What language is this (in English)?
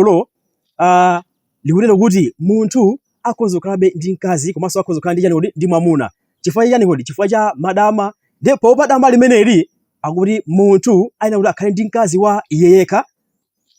Nyanja